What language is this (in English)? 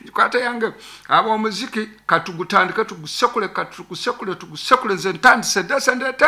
Nyankole